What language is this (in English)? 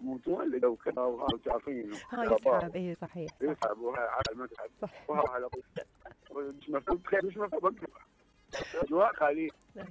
Mesopotamian Arabic